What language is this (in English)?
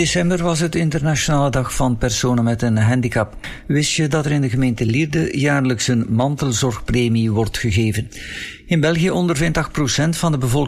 Dutch